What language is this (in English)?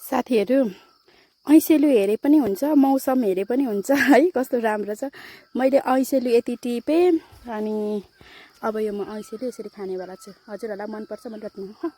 Nepali